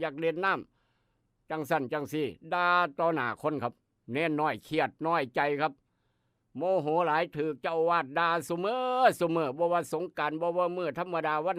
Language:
Northeastern Thai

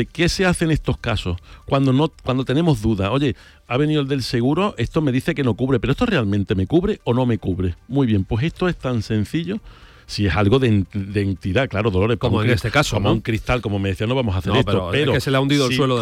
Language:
Spanish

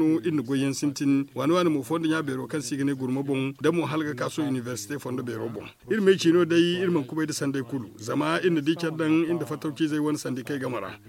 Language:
Zarma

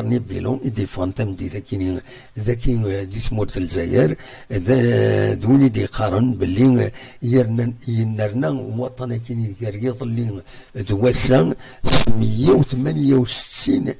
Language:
Kabyle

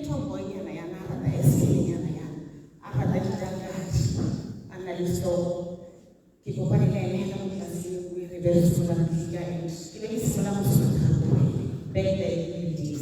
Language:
Tswana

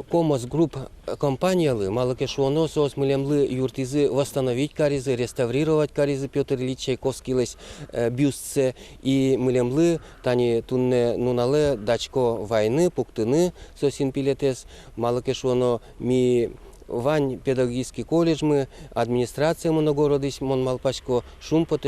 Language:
Udmurt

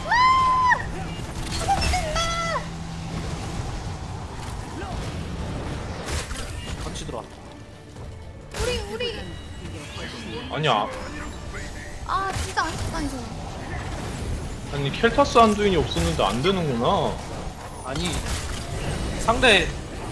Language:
Korean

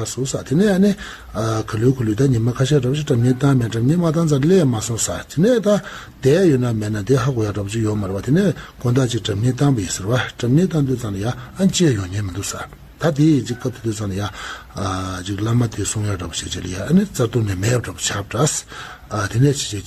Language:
Tibetan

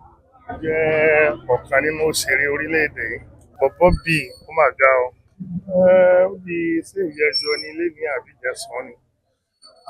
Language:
Yoruba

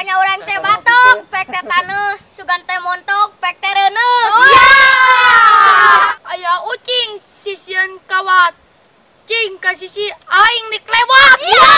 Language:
Sundanese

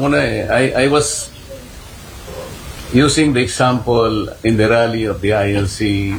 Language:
Filipino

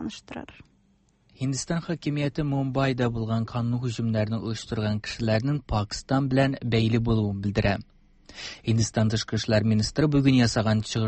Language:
Tatar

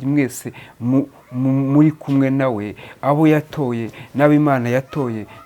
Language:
Kinyarwanda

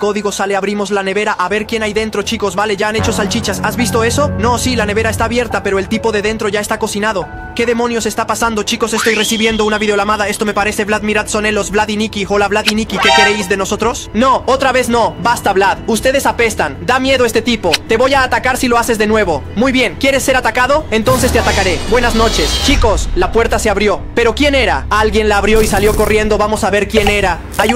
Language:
Spanish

